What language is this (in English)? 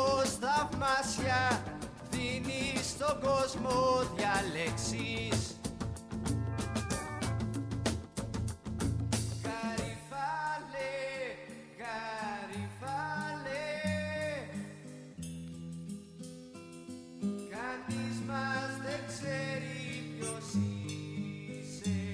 Greek